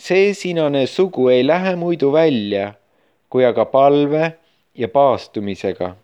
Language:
Estonian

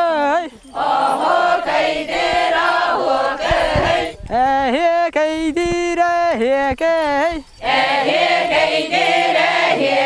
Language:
Yakut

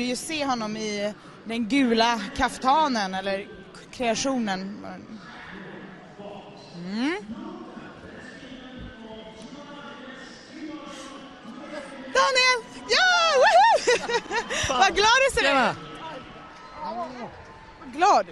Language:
Swedish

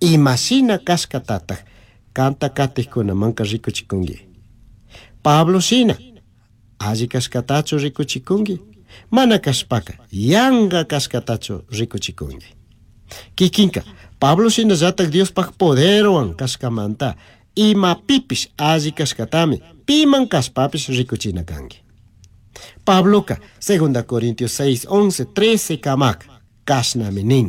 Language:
Chimborazo Highland Quichua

